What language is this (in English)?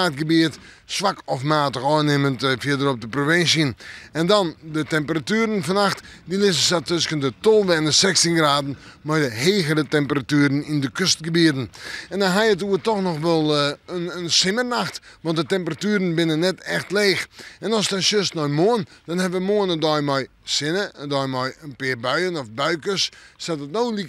Western Frisian